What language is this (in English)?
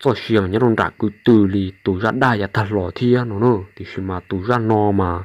Hmong